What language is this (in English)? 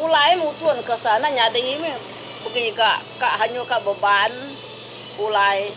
Iban